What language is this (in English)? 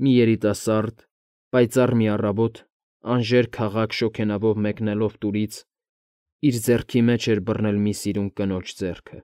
Armenian